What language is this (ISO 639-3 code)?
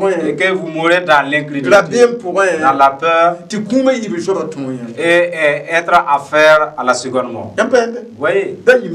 mos